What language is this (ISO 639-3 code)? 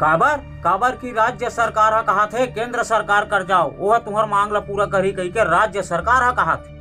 hne